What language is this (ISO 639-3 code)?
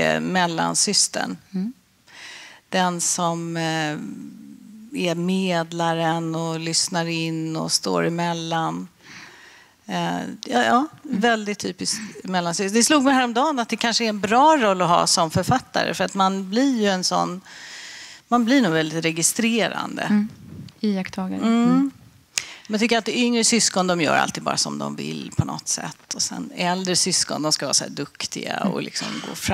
swe